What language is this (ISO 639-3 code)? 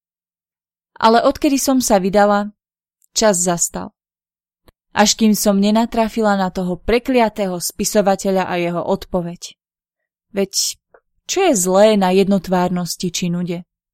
slk